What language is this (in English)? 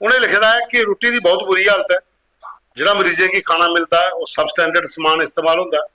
Dogri